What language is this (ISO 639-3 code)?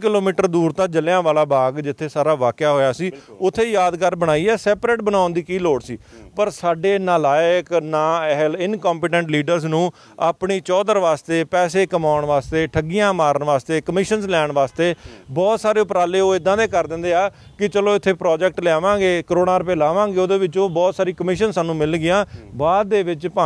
pan